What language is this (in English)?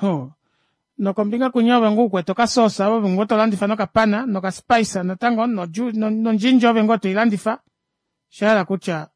Kuanyama